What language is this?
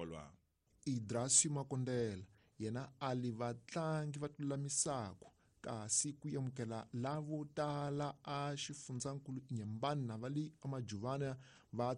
Tsonga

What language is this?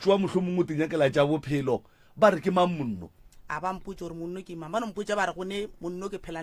Northern Sotho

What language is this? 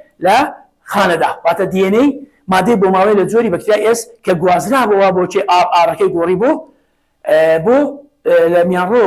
Central Kurdish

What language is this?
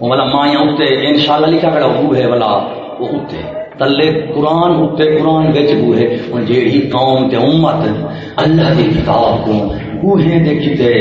Saraiki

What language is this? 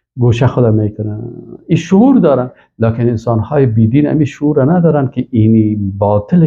Persian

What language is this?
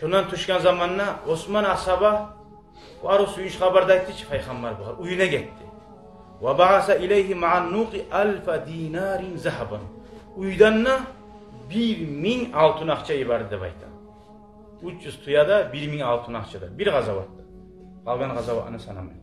Kumyk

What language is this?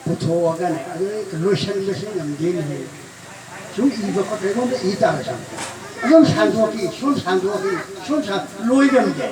Manipuri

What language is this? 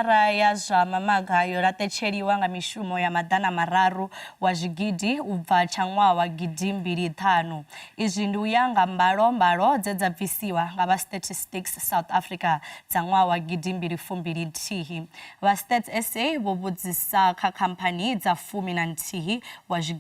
Venda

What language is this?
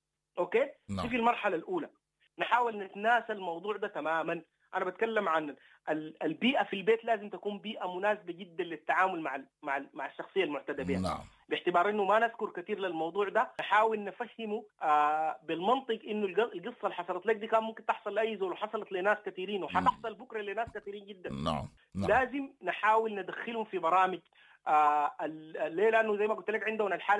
Sudanese Arabic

